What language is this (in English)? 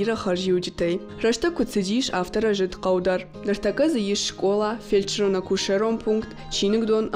Ossetic